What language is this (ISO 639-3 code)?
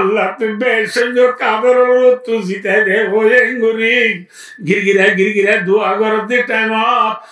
rhg